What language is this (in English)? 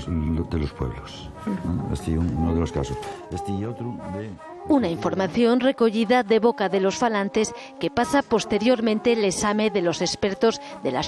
Asturian